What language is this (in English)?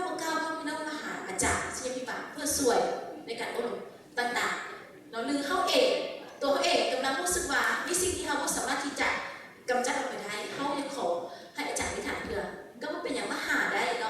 Lao